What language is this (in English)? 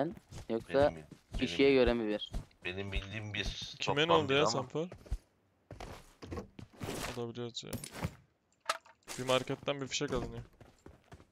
Turkish